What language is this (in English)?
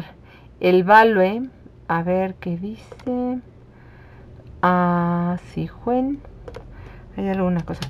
Spanish